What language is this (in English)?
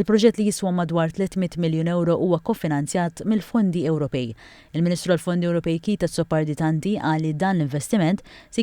Maltese